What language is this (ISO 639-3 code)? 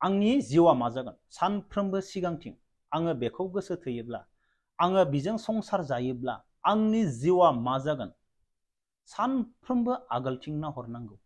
brx